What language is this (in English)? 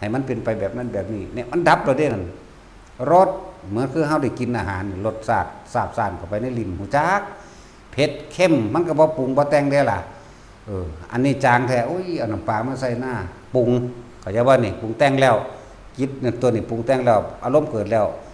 Northeastern Thai